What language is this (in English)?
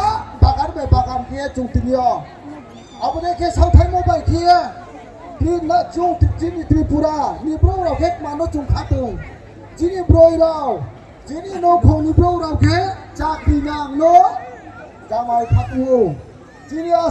Riang (India)